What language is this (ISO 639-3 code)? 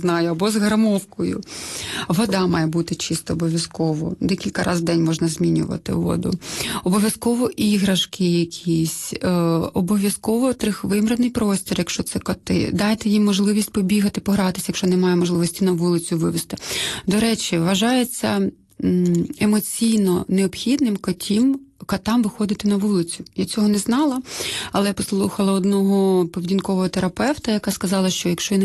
ukr